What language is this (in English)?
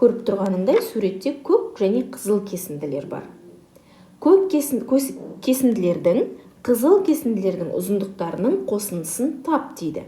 Kazakh